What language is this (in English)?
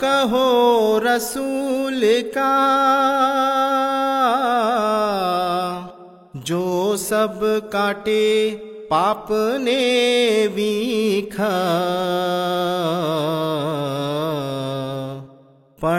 Hindi